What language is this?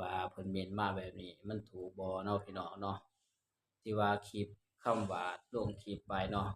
Northeastern Thai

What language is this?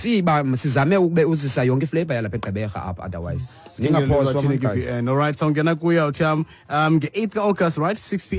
Xhosa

